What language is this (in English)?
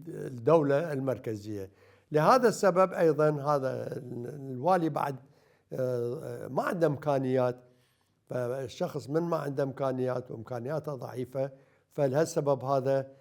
Mesopotamian Arabic